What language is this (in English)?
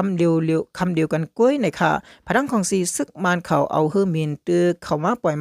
Shan